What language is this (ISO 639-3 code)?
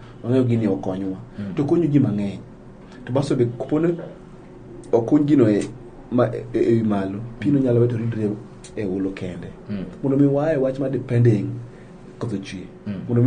luo